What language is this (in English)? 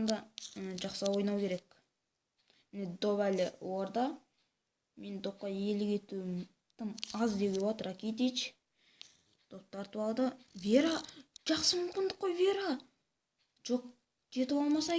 Kazakh